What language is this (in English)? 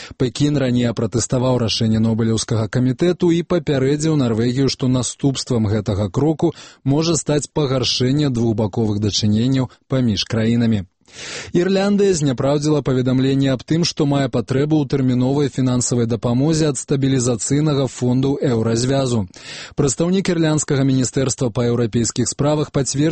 Belarusian